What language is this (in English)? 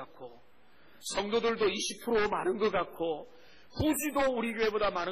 Korean